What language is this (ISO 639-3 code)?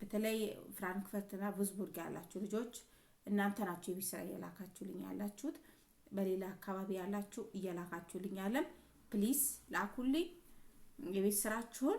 amh